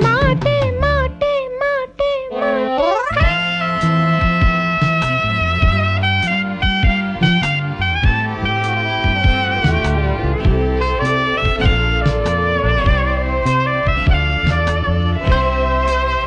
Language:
Tamil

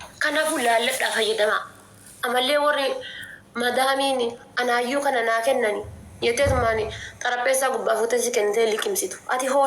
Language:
Oromo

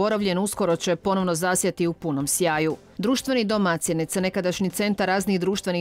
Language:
Croatian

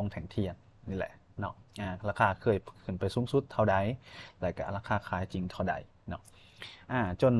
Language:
Lao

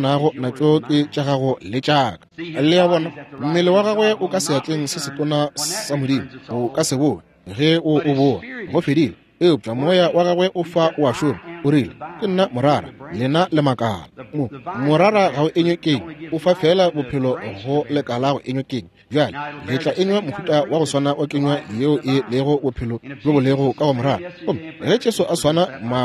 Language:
Northern Sotho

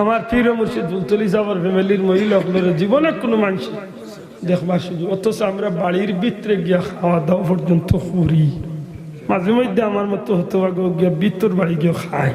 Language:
Sylheti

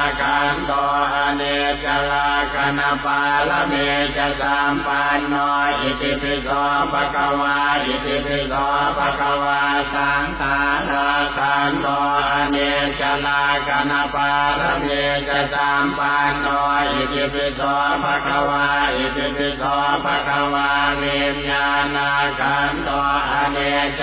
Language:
Pali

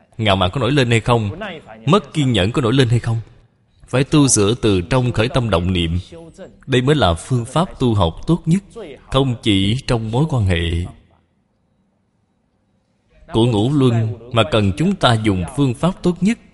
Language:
Vietnamese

